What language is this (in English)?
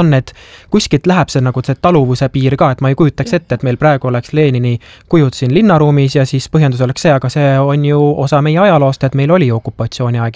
Estonian